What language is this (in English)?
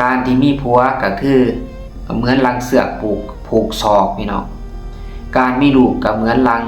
Lao